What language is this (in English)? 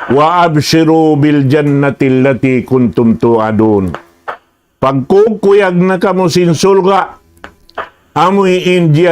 Tausug